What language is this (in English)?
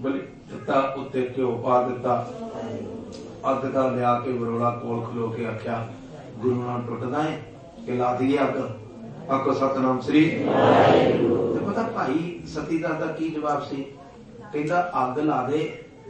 Punjabi